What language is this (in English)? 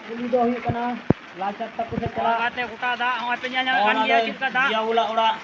Santali